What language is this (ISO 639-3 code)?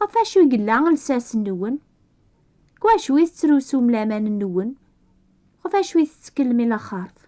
kab